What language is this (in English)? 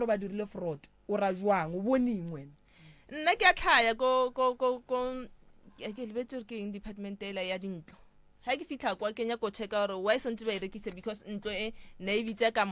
Northern Sotho